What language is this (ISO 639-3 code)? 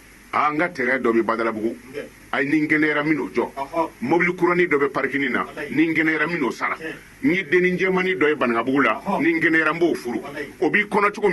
bam